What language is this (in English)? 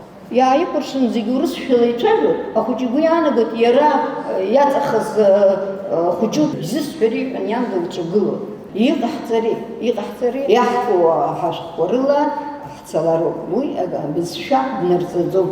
Abkhazian